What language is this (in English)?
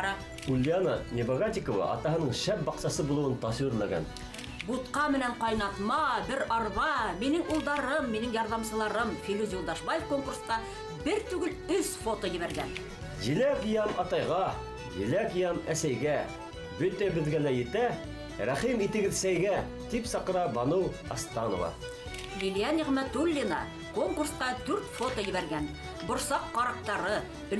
Bashkir